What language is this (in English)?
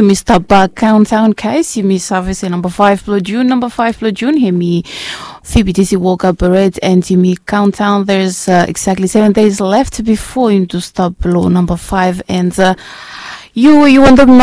Bislama